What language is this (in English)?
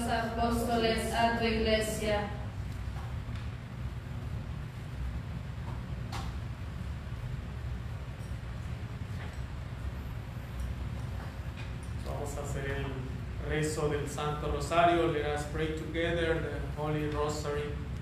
Spanish